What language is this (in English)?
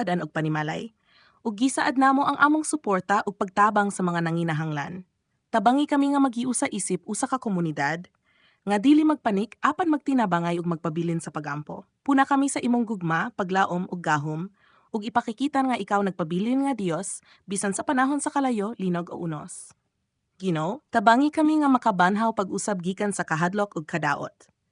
Cebuano